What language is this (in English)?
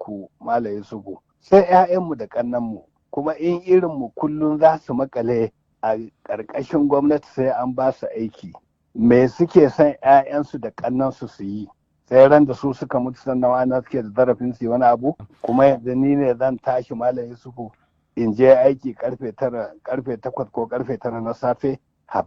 Hausa